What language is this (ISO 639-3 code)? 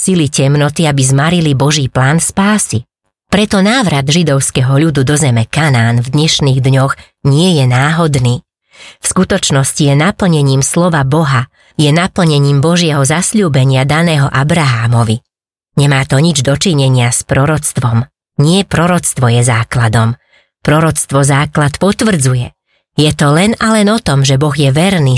slk